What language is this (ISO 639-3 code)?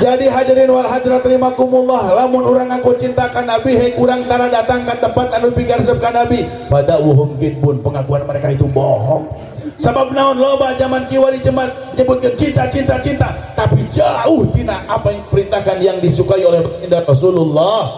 sun